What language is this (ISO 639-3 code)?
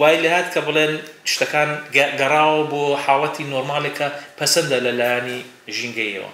ckb